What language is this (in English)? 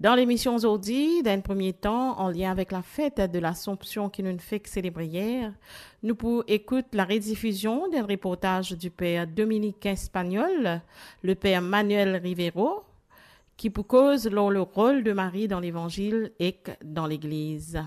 Morisyen